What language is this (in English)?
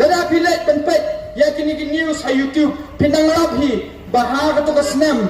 Khasi